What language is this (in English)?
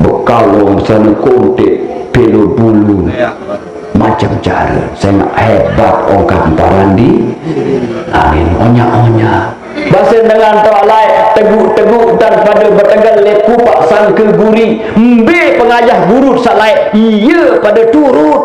Sasak